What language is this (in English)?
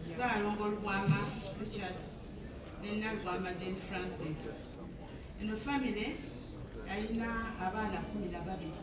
Ganda